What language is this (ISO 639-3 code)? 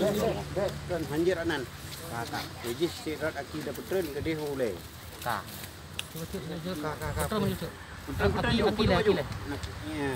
ace